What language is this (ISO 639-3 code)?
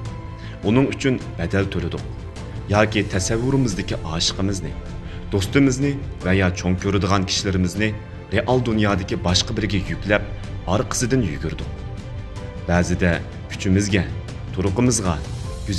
uig